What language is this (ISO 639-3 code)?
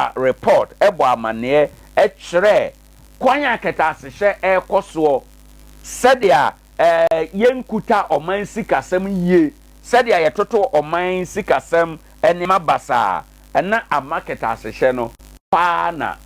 aka